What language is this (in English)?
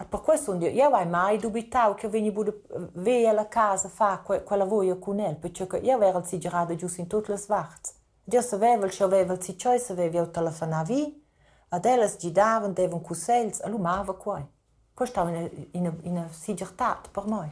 Romansh